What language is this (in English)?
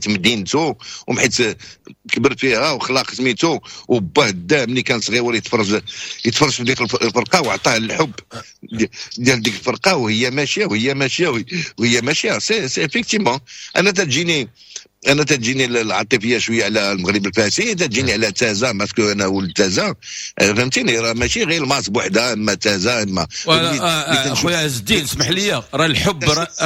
Moroccan Arabic